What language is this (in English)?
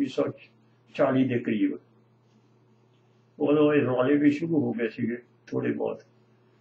Punjabi